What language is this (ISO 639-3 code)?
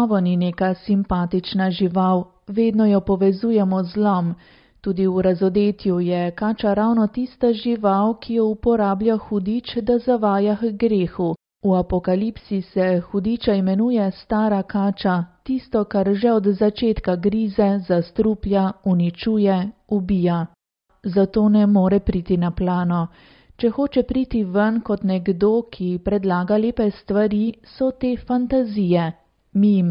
slv